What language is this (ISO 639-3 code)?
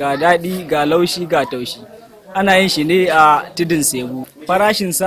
hau